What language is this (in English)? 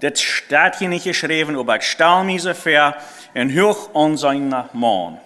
Plautdietsch